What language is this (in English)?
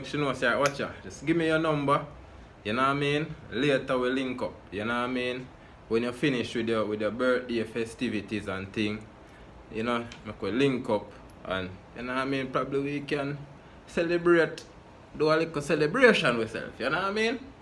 Jamaican Creole English